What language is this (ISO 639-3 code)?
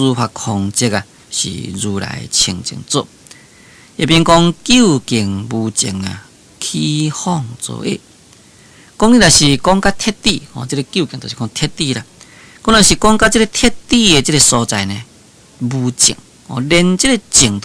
nan